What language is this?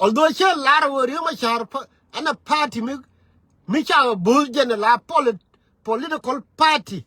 Nuer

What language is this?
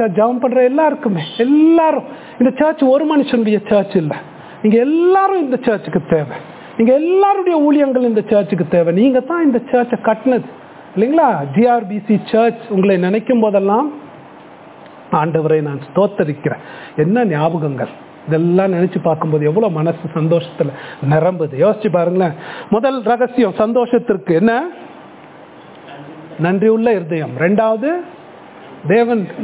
Tamil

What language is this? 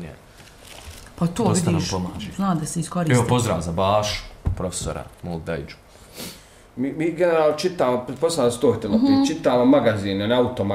Bosnian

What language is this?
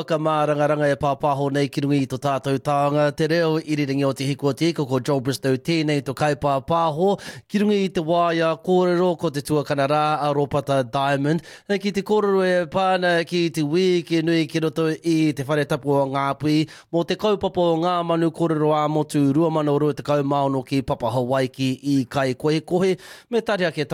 Māori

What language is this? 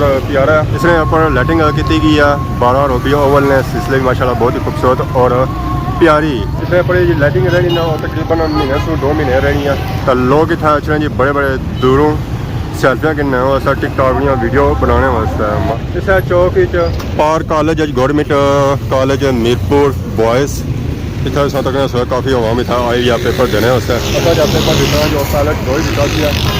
Pahari-Potwari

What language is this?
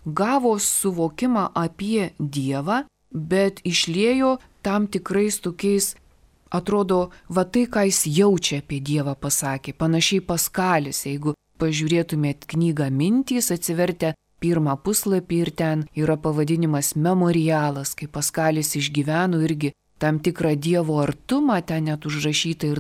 Lithuanian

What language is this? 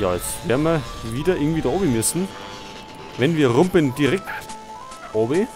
Bavarian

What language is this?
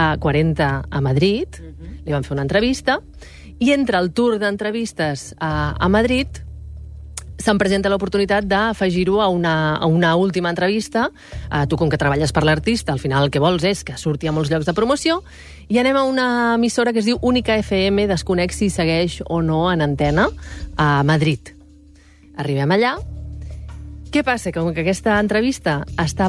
Catalan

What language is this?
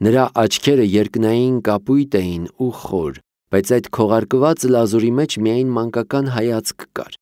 Armenian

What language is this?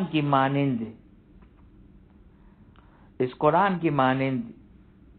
Urdu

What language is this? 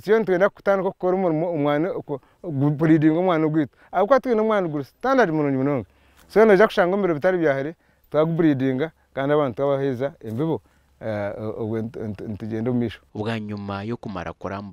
Nyankole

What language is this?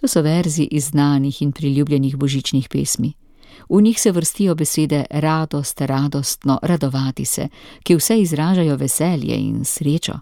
Slovenian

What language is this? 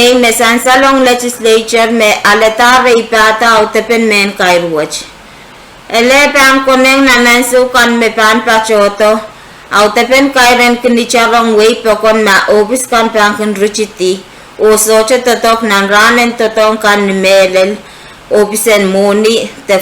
Pohnpeian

